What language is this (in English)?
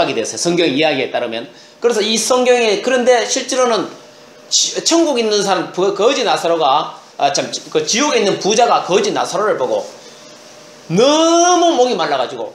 Korean